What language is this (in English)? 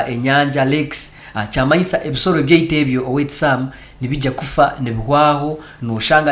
Nyoro